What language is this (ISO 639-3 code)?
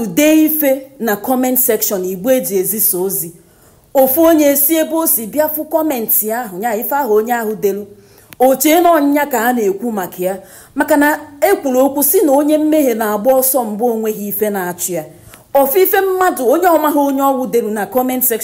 ibo